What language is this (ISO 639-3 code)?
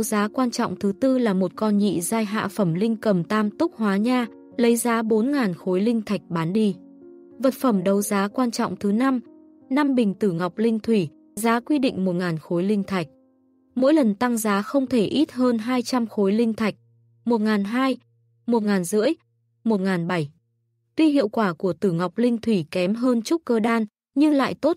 vie